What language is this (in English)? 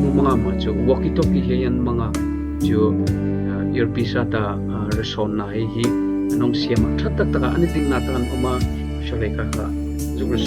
Hmar